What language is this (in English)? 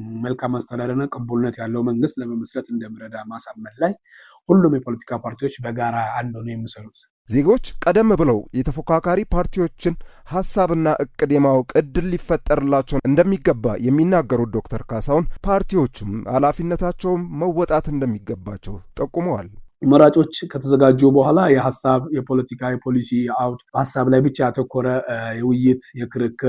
Amharic